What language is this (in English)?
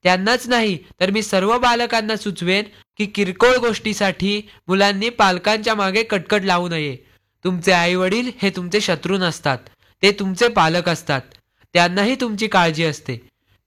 Marathi